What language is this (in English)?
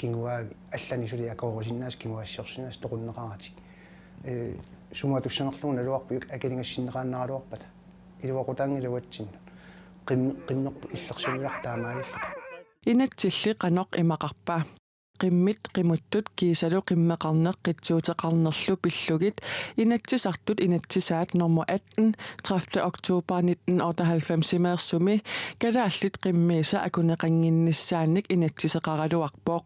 Kalaallisut